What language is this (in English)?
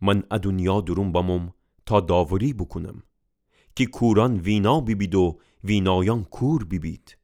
Gilaki